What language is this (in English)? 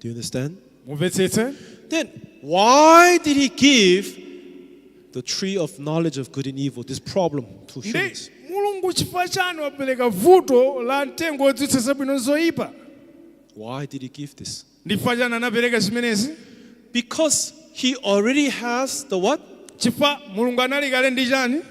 Nyanja